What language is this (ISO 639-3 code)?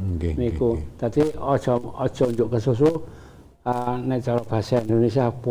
jav